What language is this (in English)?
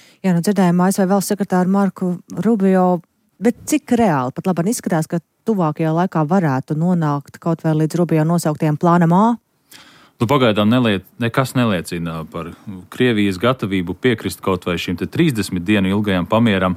Latvian